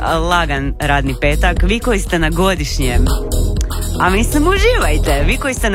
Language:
Croatian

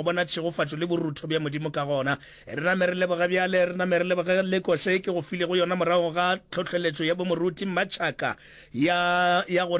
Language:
Northern Sotho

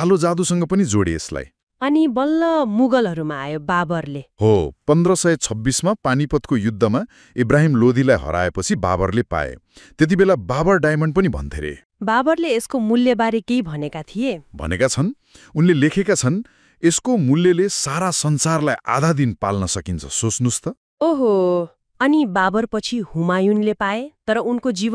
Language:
Nepali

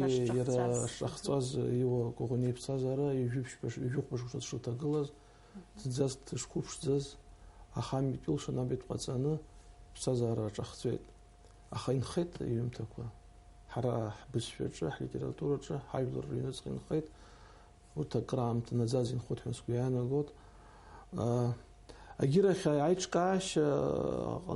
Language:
Abkhazian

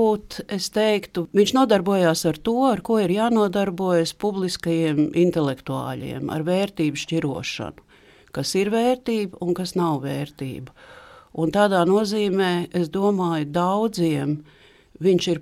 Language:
Latvian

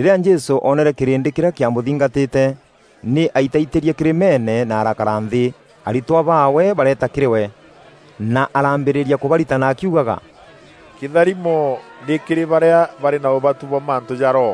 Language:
Meru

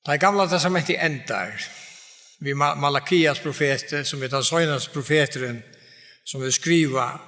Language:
Faroese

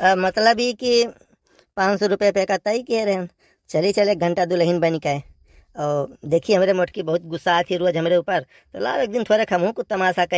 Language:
Awadhi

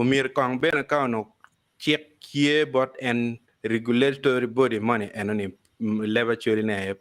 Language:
Acoli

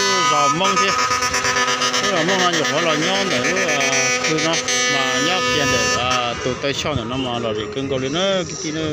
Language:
Hmong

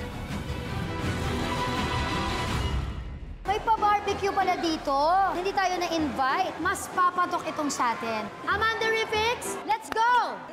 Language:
Filipino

